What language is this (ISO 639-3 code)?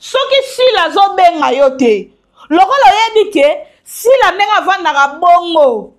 lin